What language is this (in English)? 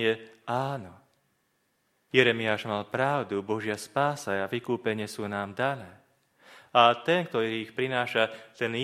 Slovak